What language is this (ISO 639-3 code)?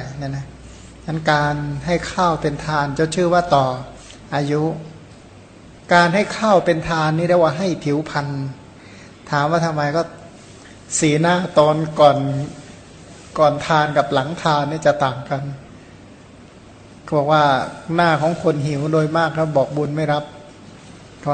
tha